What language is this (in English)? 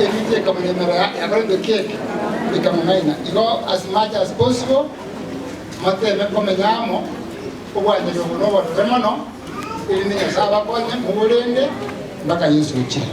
Gusii